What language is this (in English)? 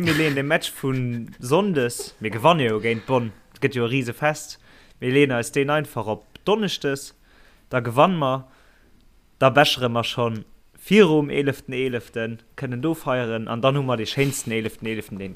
Luxembourgish